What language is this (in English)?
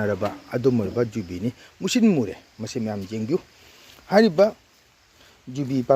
Manipuri